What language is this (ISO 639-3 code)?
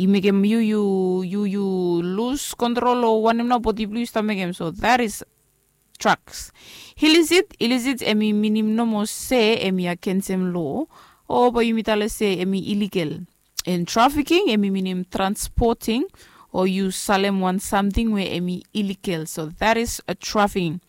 bis